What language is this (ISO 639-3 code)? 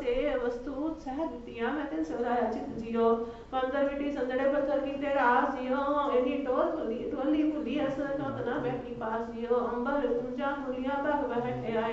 pan